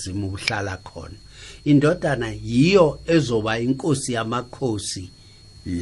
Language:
South Ndebele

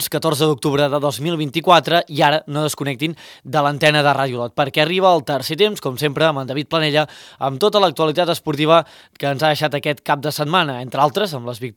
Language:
Catalan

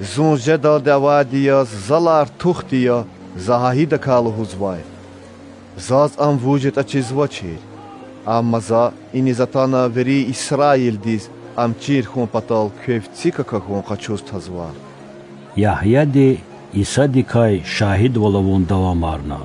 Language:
Lezghian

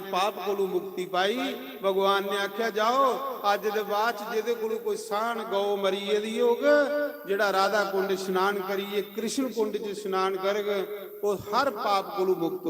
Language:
Dogri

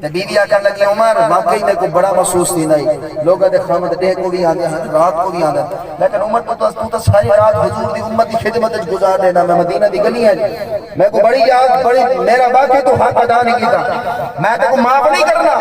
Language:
Saraiki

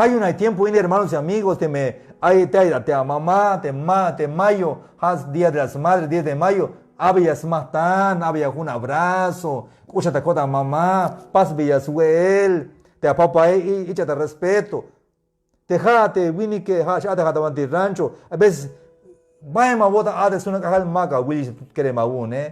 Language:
Tzeltal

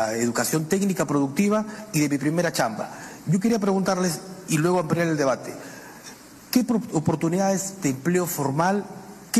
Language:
Spanish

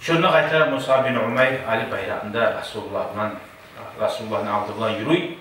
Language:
Kumyk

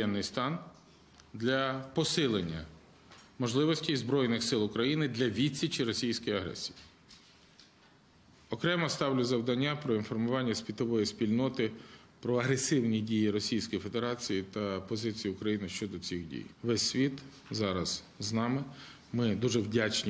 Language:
Ukrainian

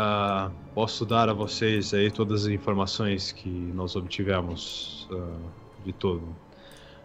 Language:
Portuguese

